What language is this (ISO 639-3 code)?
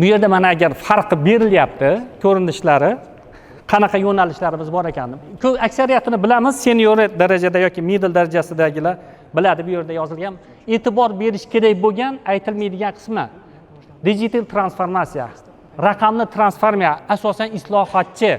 uzb